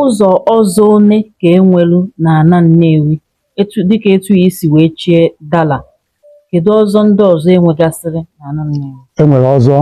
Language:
Igbo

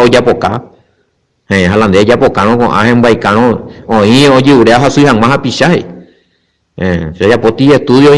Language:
Guarani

